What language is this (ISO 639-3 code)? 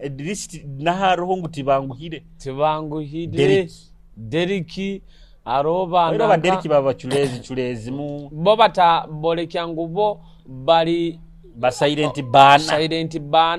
nyo